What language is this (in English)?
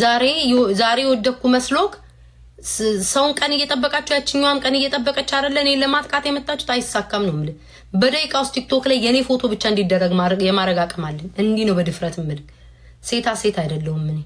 Amharic